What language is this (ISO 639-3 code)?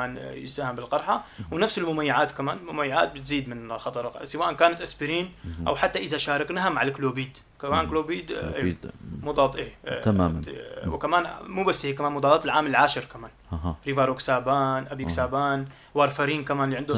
apc